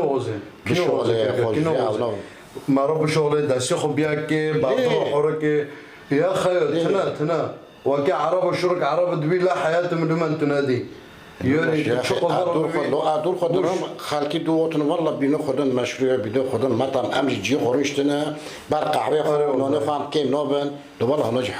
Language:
Kurdish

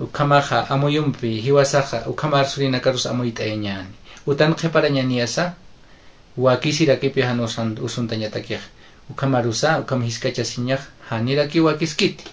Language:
Aymara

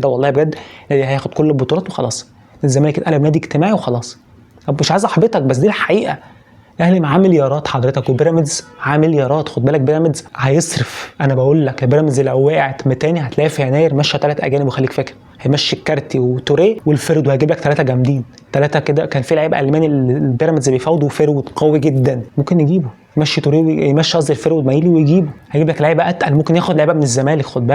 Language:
Egyptian Arabic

